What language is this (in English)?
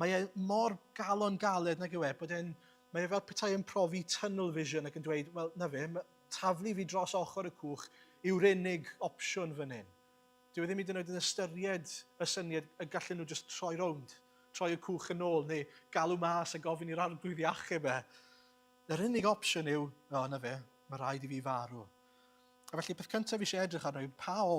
Welsh